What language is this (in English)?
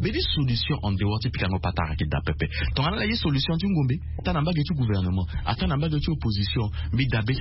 Sango